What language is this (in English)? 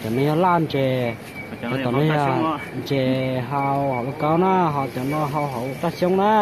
Hmong